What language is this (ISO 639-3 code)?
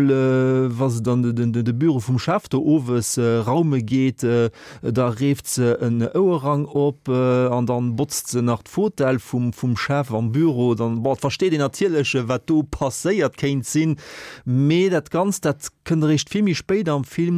ltz